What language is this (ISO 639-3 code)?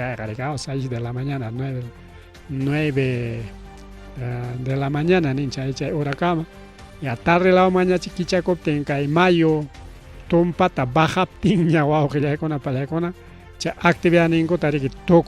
quy